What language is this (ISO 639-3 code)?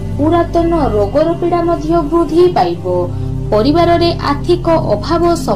ori